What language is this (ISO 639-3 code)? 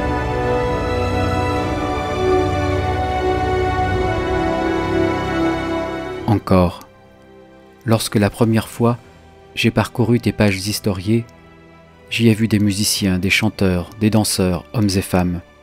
fra